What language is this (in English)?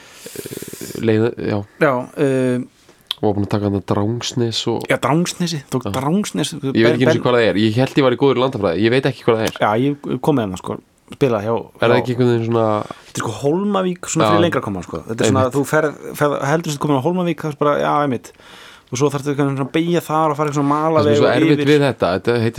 Icelandic